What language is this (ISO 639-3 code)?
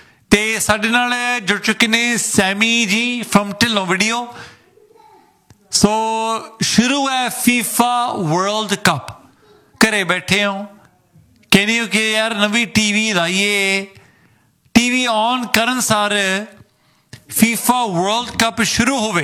pan